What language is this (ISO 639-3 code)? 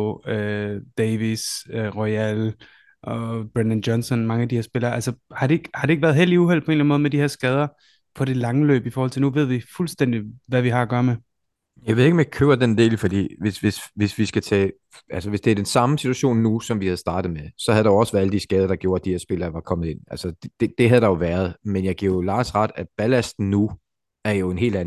dan